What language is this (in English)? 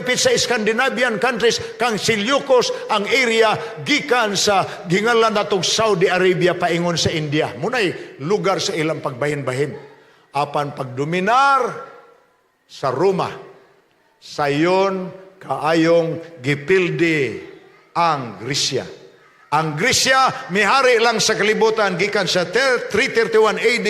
Cebuano